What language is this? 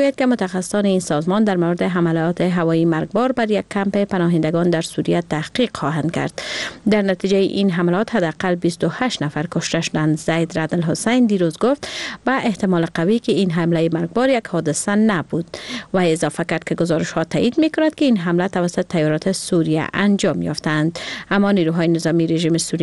Persian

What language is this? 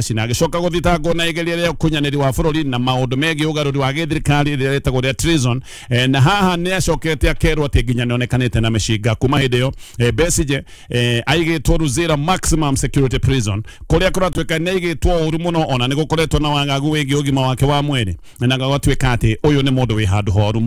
Kikuyu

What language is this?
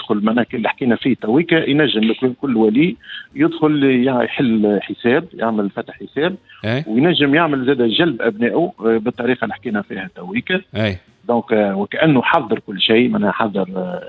Tunisian Arabic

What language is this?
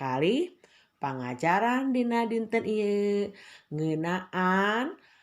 Sundanese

